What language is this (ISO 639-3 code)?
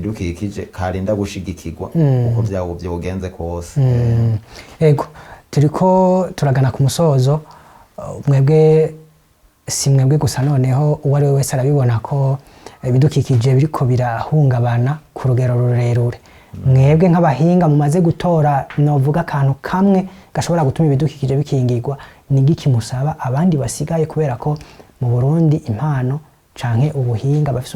run